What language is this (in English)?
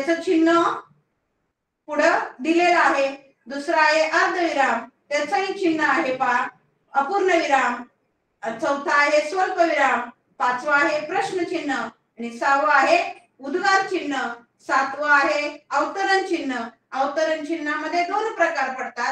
Marathi